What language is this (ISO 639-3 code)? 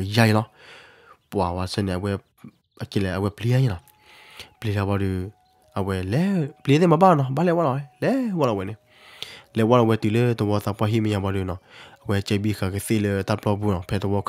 ksw